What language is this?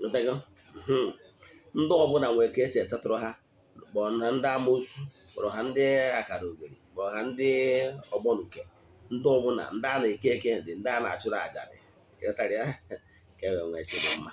Igbo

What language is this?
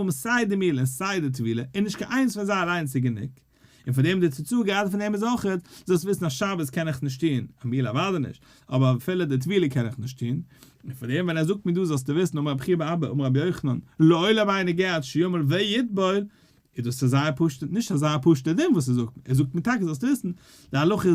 Yiddish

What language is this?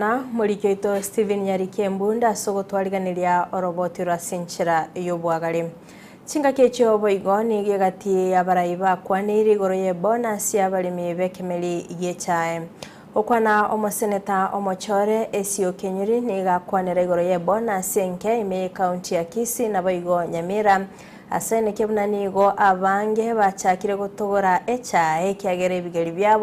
Gusii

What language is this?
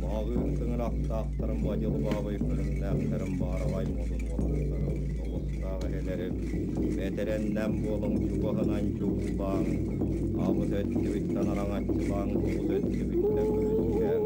Yakut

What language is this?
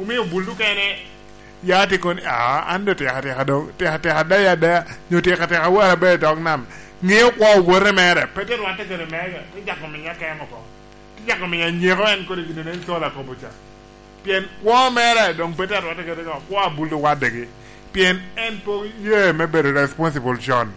Lango (Uganda)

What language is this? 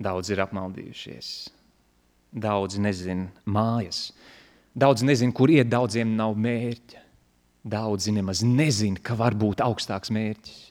Latvian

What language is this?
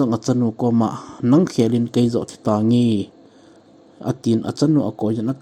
Thado Chin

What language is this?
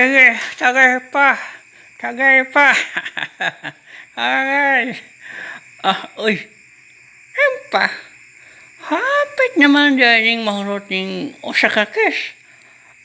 Cebuano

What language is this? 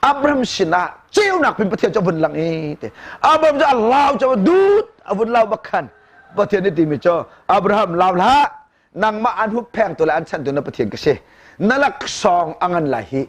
Hakha Chin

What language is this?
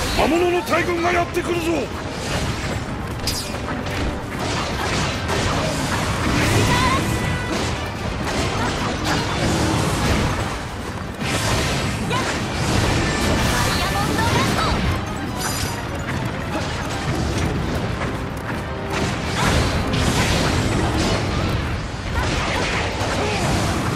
Japanese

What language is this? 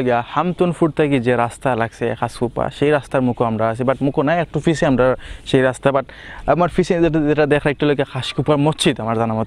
Sylheti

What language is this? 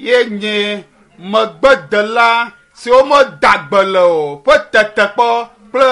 Ewe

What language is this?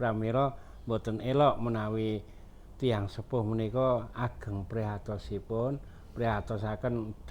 Javanese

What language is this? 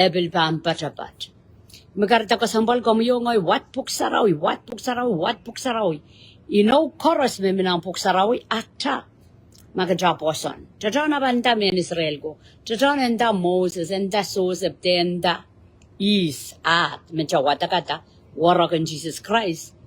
Pohnpeian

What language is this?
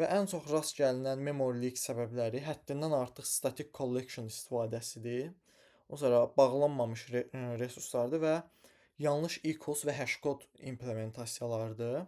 Azerbaijani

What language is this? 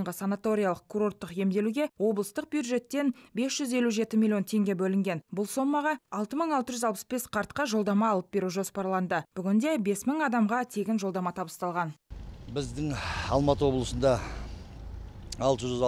Kazakh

